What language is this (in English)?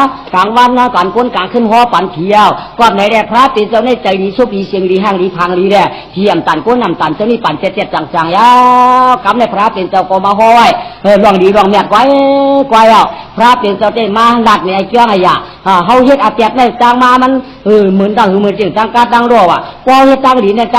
Shan